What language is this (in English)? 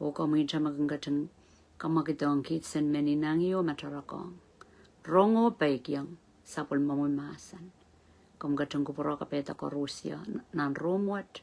Pohnpeian